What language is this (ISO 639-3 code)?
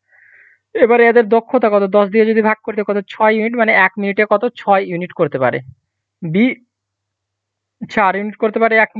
ben